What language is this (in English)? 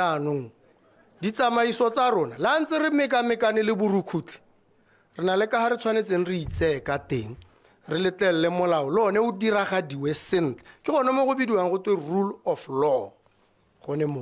Tswana